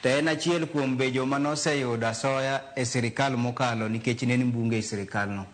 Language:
Luo (Kenya and Tanzania)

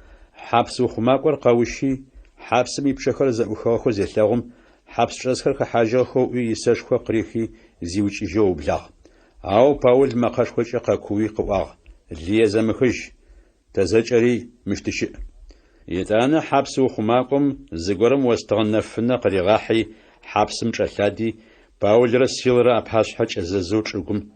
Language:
Adyghe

